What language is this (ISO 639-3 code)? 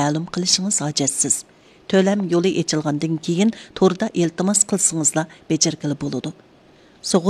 uig